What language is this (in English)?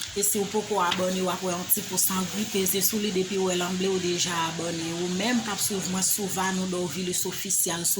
Haitian Creole